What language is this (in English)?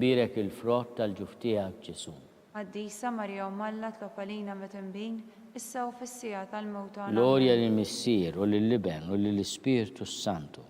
Maltese